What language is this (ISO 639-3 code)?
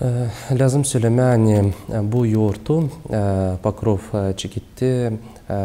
gag